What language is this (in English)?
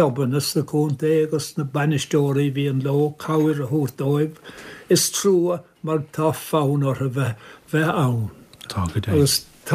Irish